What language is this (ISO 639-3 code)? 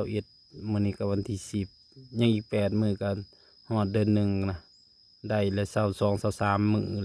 tts